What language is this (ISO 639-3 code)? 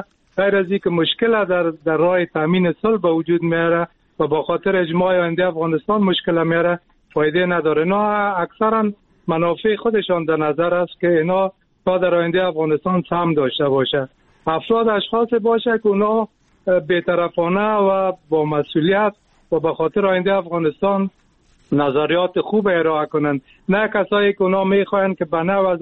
fas